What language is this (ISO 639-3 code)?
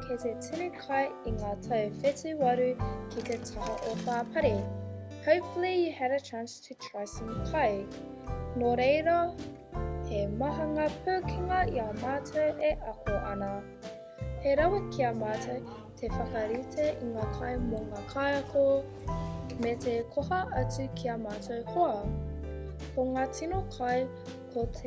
mri